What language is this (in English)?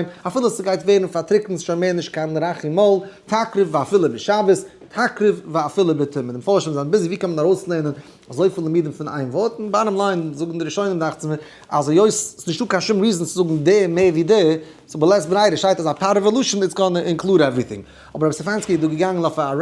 Yiddish